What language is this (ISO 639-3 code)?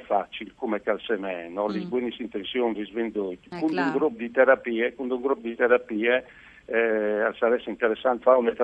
fur